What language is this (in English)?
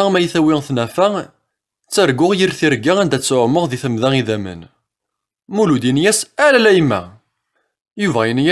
Kabyle